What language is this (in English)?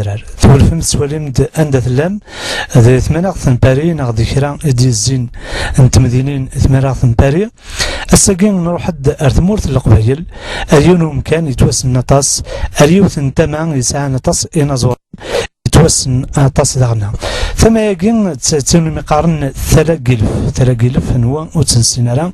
Kabyle